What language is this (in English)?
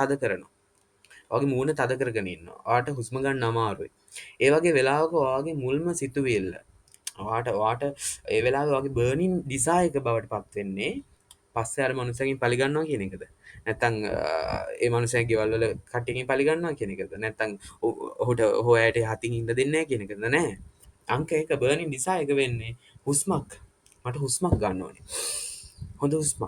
Sinhala